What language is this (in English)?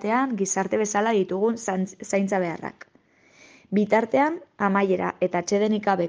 Basque